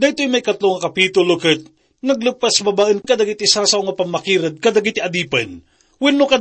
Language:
Iloko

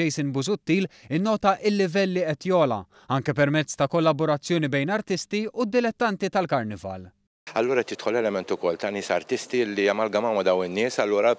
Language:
Maltese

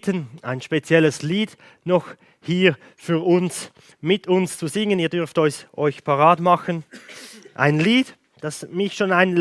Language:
Swiss German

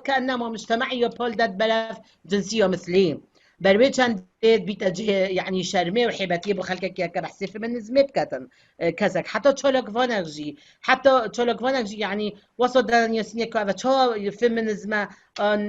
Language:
Kurdish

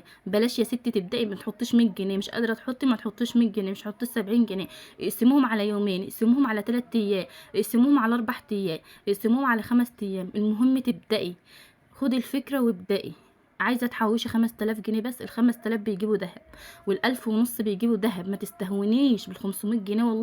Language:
Egyptian Arabic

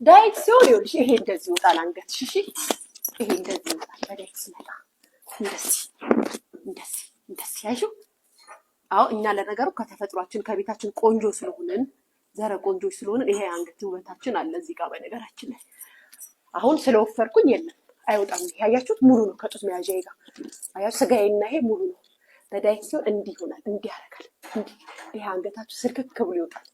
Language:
Amharic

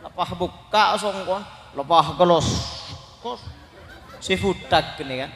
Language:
Madurese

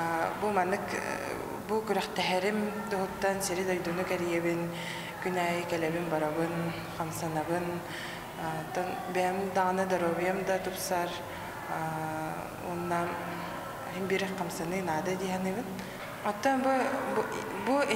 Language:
Yakut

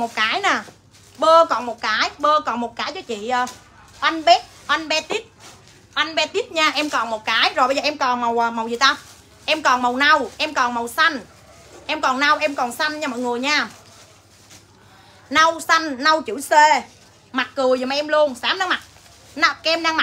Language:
Vietnamese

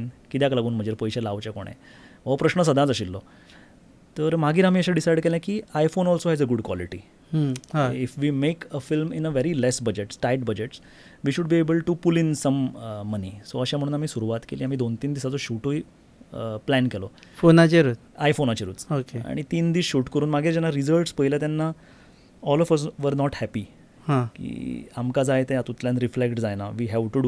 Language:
Konkani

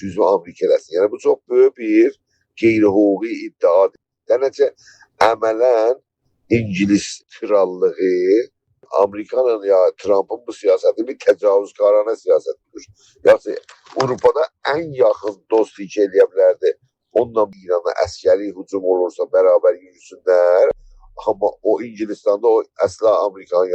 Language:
South Azerbaijani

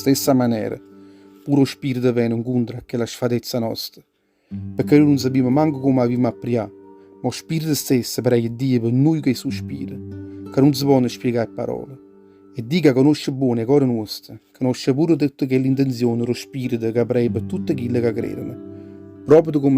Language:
Neapolitan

